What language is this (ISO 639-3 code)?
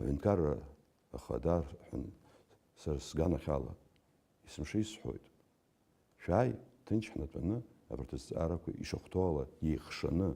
abk